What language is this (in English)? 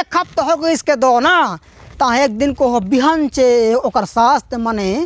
Chhattisgarhi